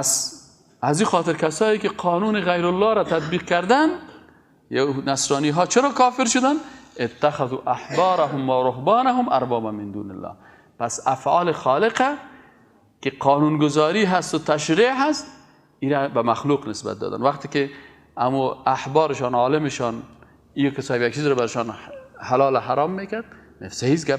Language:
Persian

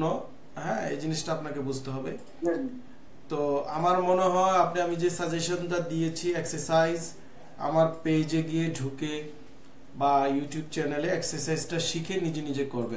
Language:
Bangla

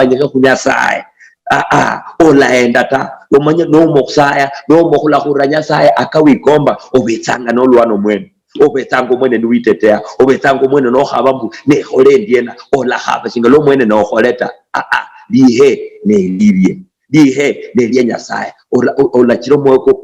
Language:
Luyia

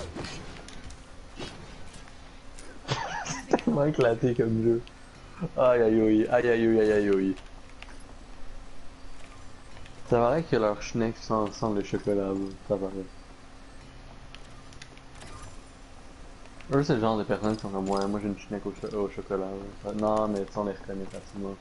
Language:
French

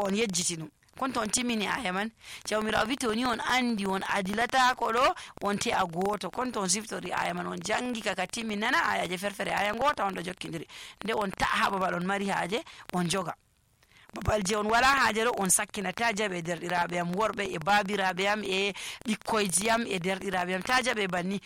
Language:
Nigerian Fulfulde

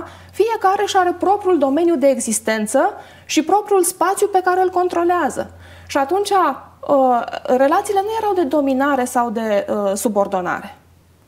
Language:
Romanian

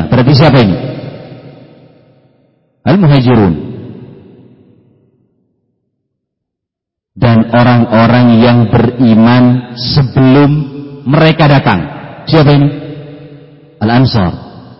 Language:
Indonesian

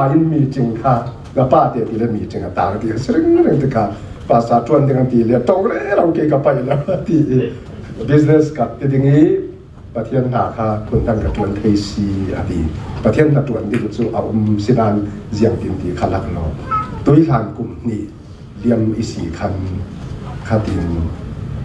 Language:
Falam Chin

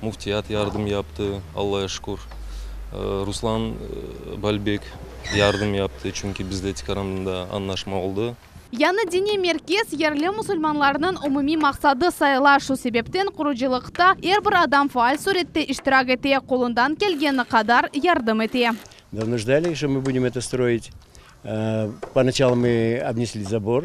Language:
Crimean Tatar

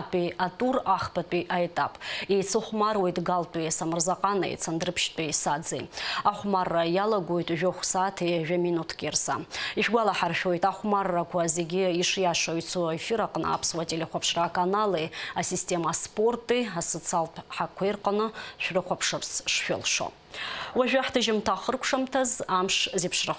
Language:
Abkhazian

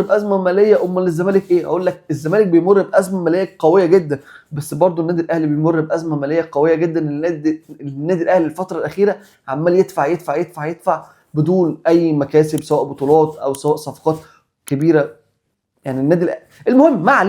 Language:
Egyptian Arabic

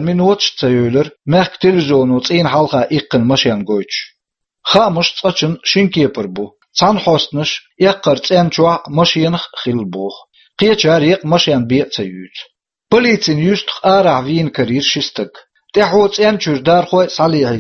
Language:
Chechen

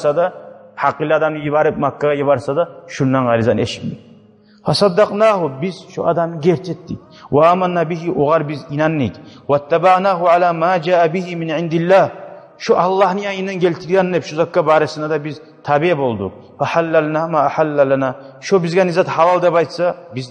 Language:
Kumyk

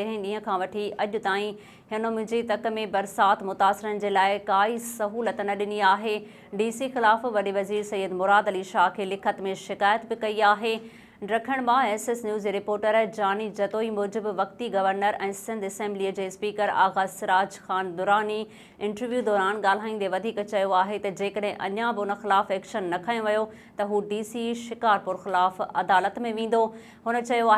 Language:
Sindhi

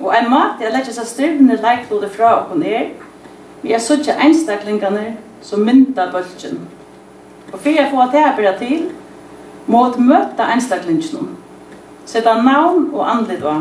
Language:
Faroese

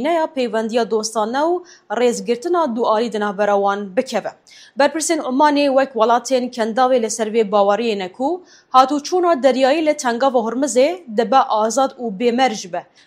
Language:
Kurdish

